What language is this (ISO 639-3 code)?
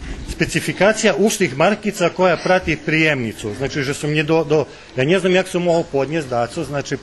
rue